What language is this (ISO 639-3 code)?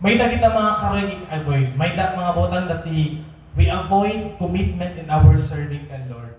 war